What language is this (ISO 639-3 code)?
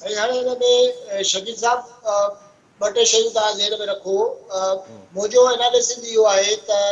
snd